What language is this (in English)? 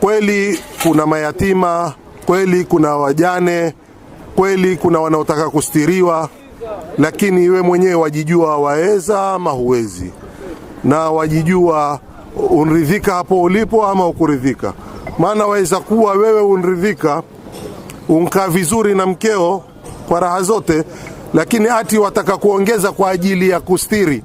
Swahili